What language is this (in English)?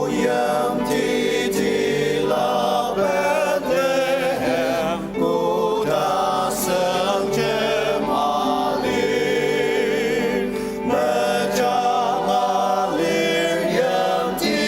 Ao Naga